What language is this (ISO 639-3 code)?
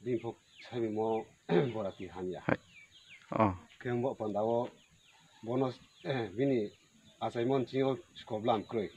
ria